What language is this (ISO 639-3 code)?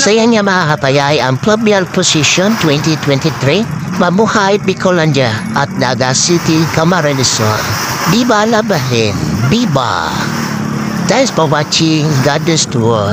bik